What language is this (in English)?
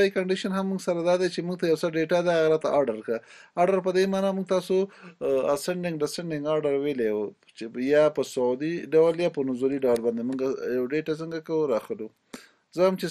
Pashto